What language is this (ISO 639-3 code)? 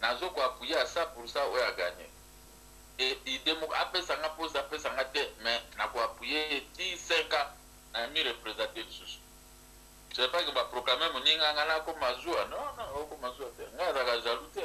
lin